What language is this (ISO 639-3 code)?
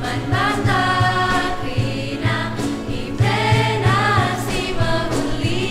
btx